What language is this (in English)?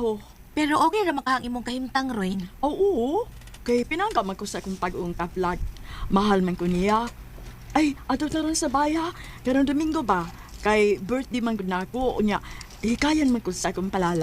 Cebuano